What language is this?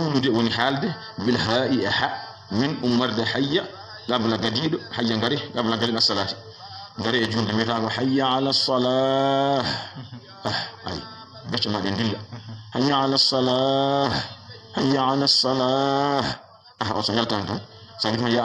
Fula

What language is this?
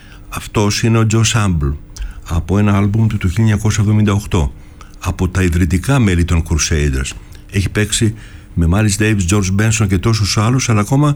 Greek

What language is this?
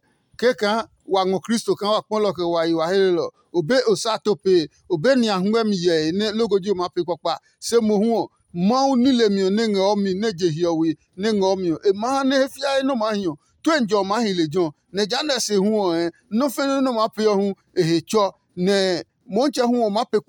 Adangme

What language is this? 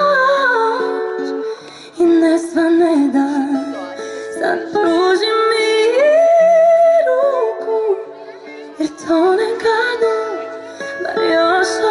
Croatian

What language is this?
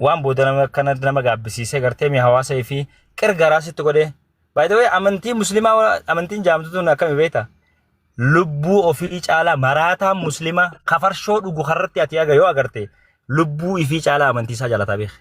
Oromo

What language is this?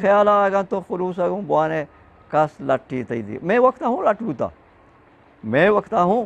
Eastern Balochi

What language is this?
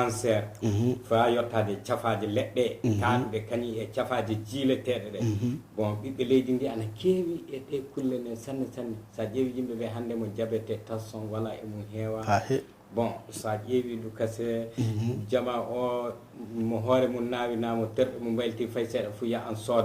Fula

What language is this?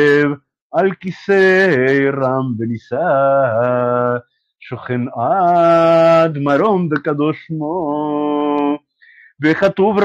Spanish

